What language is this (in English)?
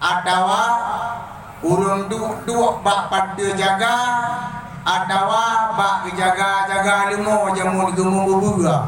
Achinese